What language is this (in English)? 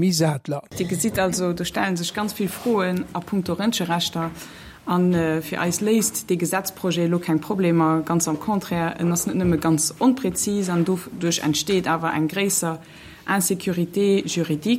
Luxembourgish